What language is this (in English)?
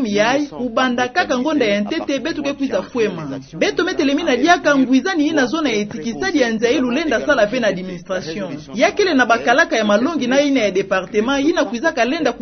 Kituba (Democratic Republic of Congo)